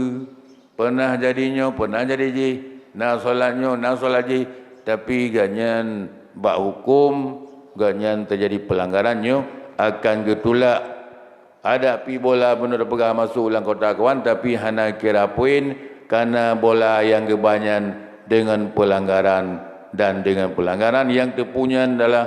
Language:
Achinese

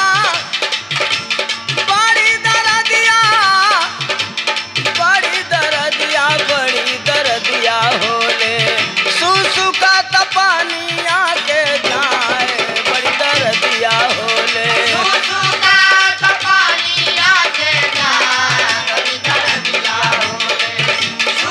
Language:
Bhojpuri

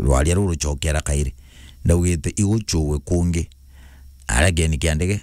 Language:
Meru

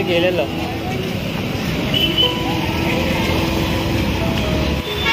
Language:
Marathi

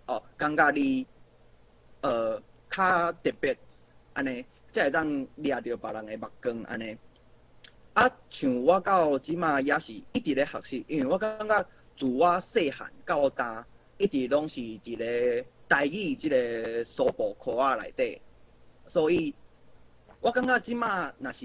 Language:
Min Nan Chinese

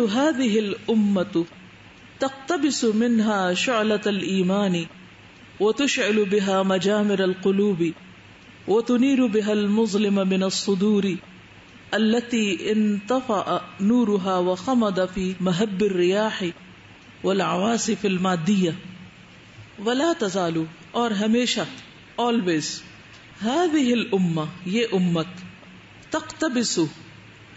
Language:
Urdu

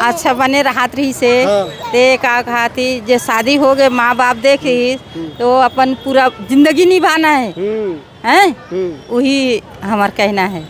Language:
Chhattisgarhi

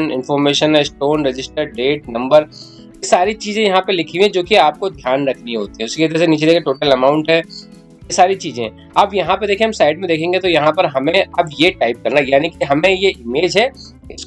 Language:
Hindi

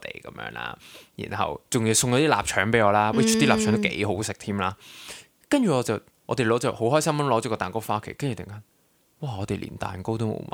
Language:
Cantonese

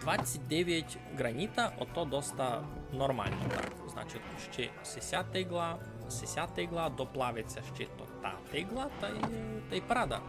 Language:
Rusyn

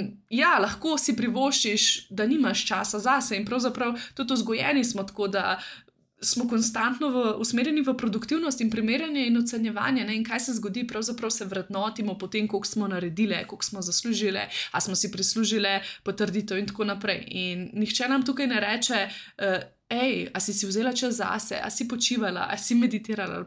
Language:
Slovenian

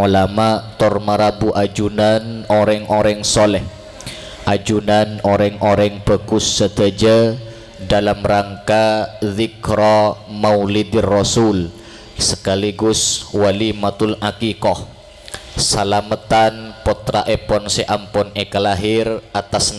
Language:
Madurese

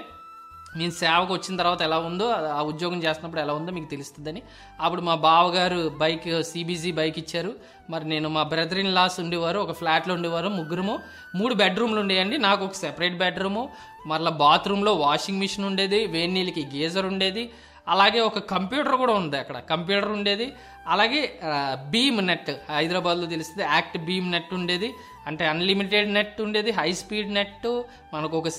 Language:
Telugu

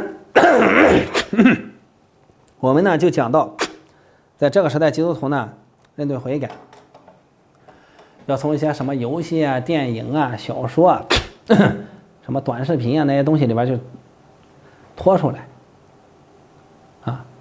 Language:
Chinese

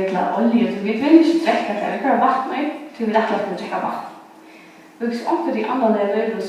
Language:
Faroese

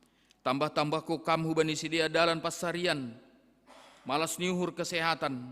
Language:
Batak Simalungun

